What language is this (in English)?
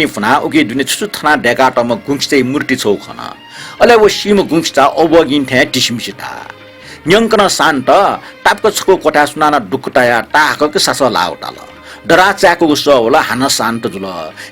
Newari